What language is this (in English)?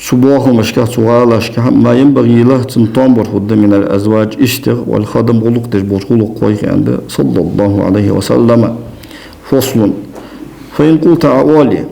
Ingush